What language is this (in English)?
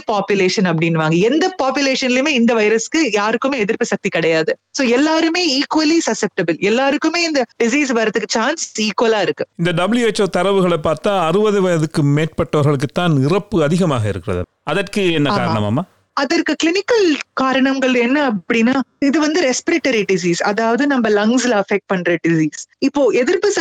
Tamil